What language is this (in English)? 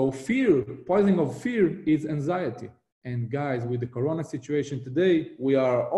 English